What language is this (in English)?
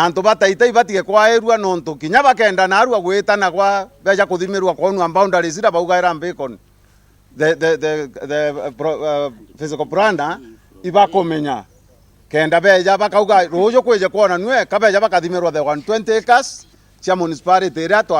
Meru